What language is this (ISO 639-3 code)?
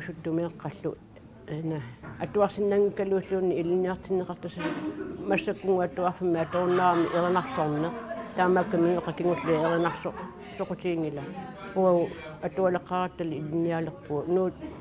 kal